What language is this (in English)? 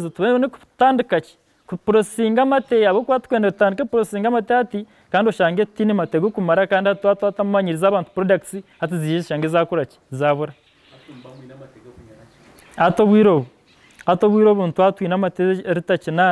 Nyankole